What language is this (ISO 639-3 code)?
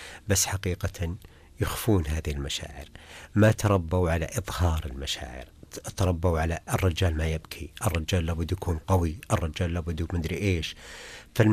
ars